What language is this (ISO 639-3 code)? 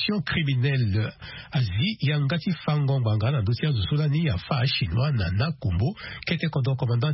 sag